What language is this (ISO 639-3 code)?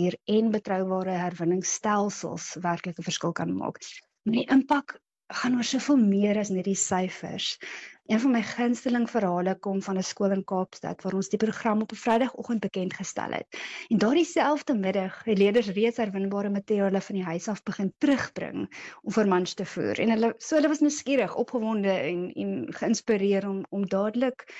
afr